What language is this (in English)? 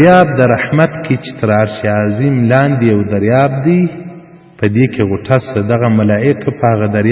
Pashto